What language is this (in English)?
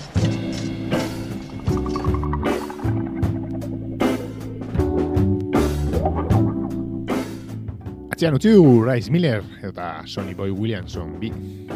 Basque